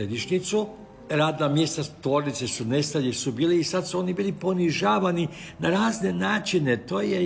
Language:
Croatian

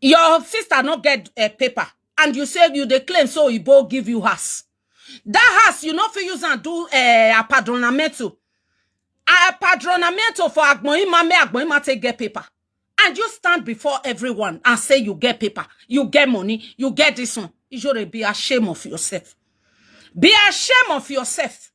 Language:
Nigerian Pidgin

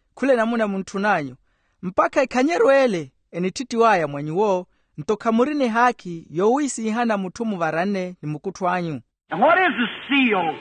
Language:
Makhuwa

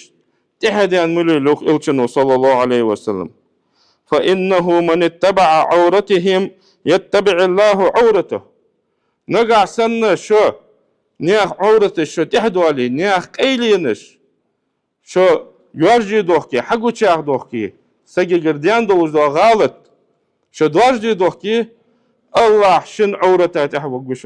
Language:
Ingush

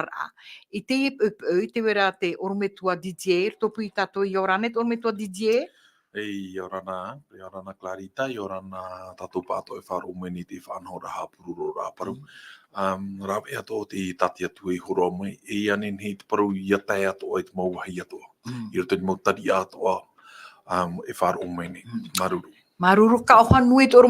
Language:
Tahitian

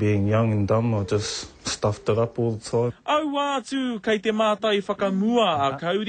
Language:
Māori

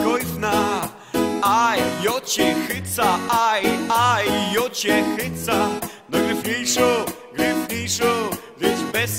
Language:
Silesian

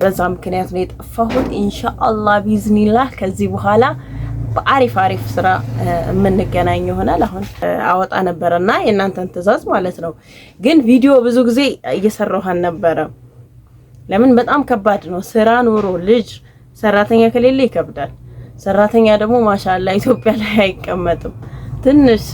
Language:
Amharic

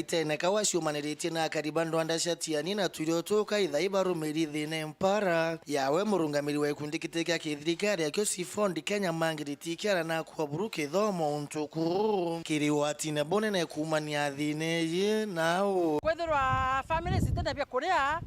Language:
Meru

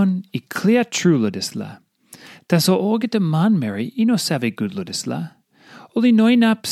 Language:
Tok Pisin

